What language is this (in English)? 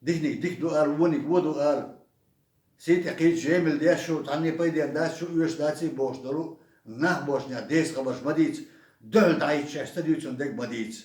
Chechen